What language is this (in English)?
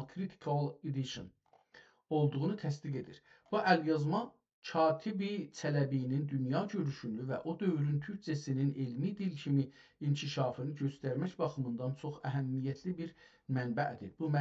South Azerbaijani